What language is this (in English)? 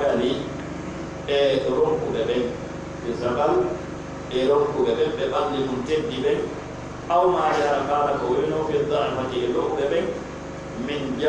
Pular